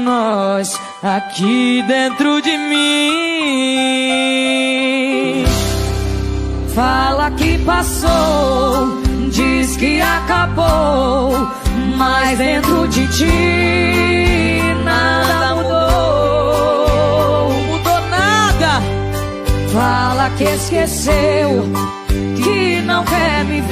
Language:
Portuguese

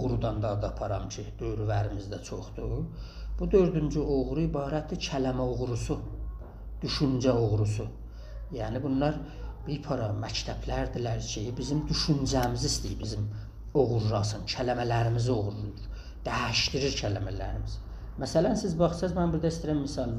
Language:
South Azerbaijani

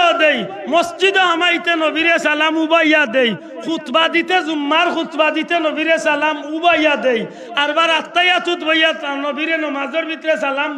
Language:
Sylheti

